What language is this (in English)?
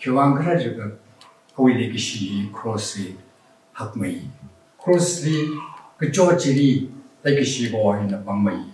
Tangkhul Naga (India)